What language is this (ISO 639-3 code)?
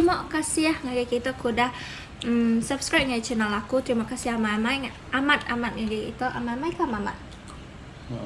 iba